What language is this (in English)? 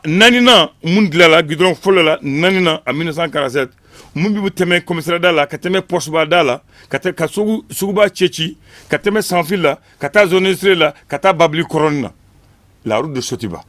Bambara